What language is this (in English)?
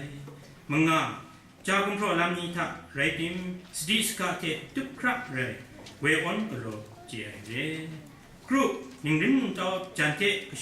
Kachin